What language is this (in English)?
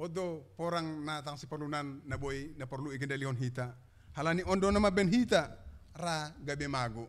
Batak Simalungun